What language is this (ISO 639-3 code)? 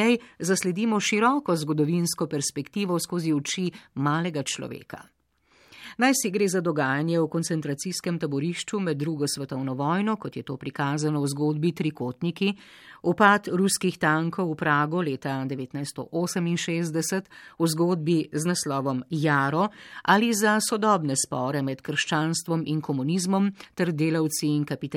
slv